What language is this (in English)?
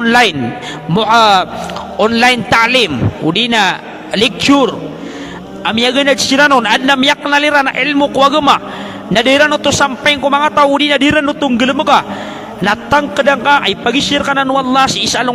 Maranao